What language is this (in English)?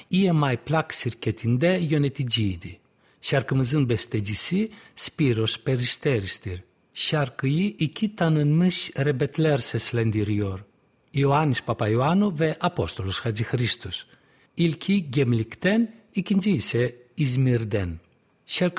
Turkish